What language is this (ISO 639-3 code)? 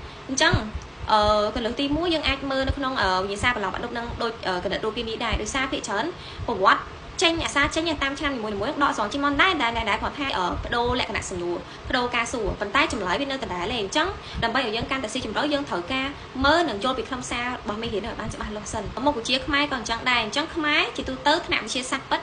khm